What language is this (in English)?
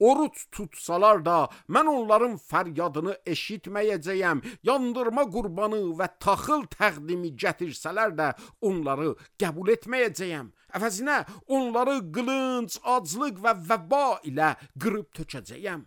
Azerbaijani